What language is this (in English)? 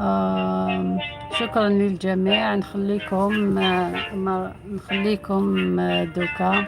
Algerian Arabic